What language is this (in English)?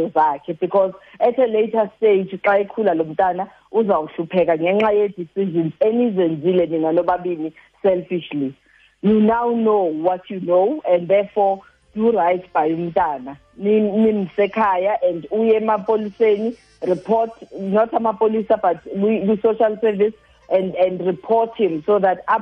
Xhosa